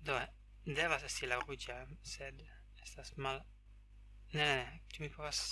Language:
Esperanto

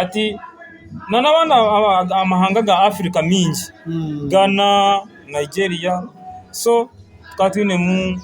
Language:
Nyankole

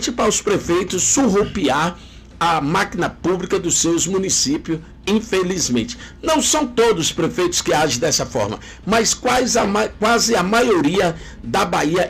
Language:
Portuguese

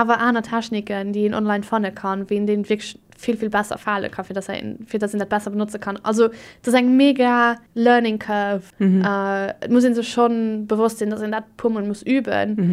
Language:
Luxembourgish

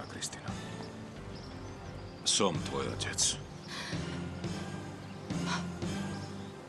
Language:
Slovak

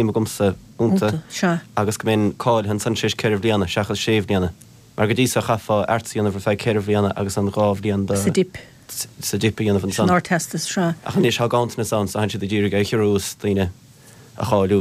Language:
Irish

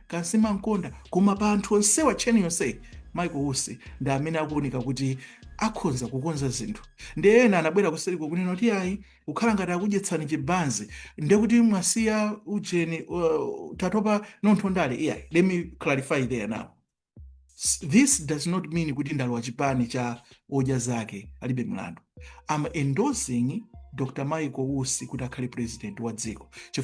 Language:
Nyanja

